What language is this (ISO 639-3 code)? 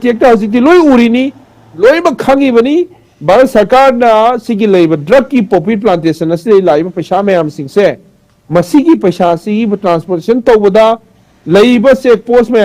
mni